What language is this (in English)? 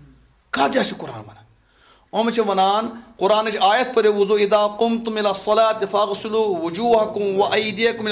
Kashmiri